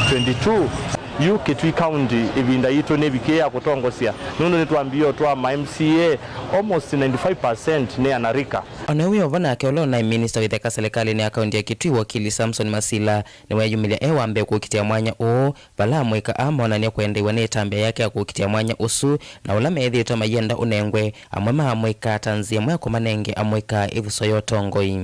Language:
Kamba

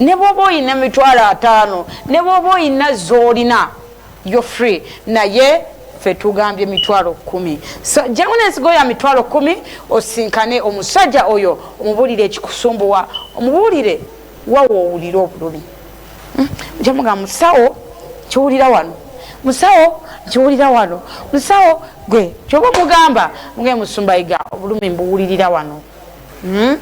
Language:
Ganda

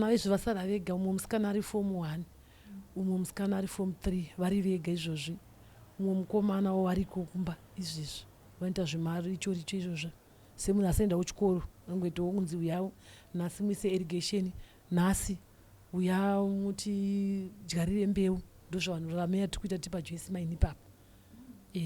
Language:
Shona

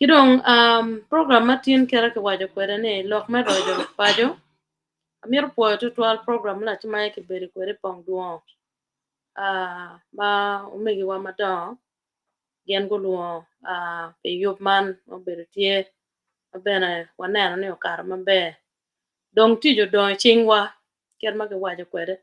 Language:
Acoli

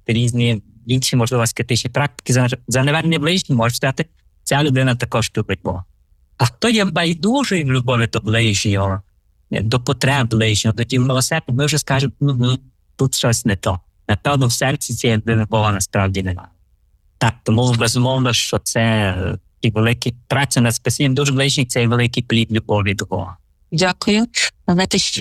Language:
Ukrainian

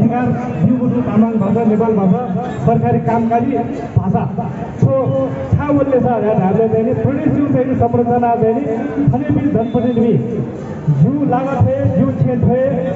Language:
Newari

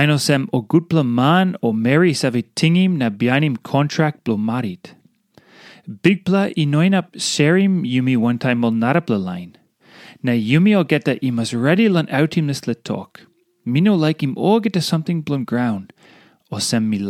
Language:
Tok Pisin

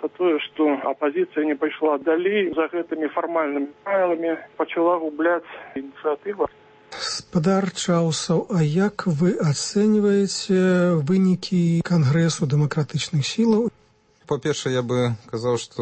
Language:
Belarusian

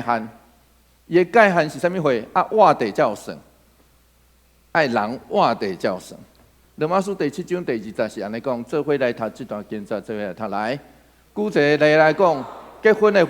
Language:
Min Nan Chinese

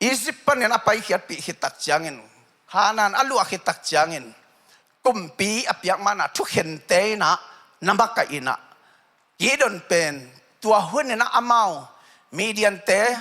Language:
Tedim Chin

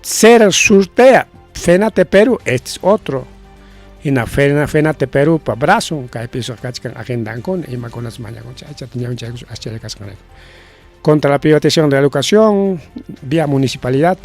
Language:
Ayacucho Quechua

